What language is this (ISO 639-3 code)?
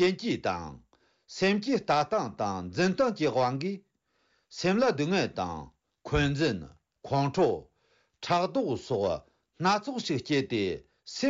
bod